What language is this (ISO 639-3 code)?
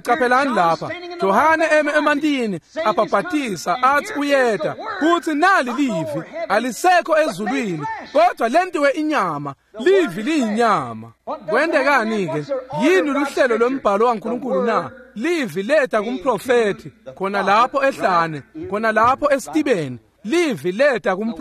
ssw